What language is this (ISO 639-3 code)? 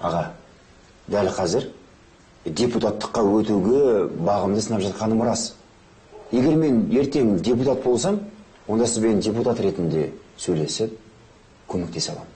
kaz